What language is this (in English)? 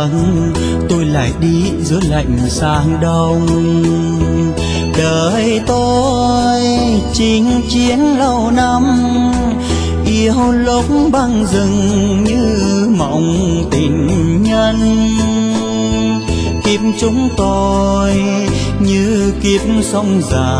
Vietnamese